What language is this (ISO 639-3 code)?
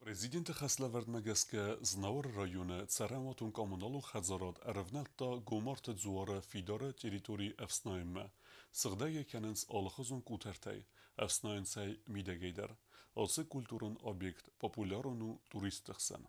oss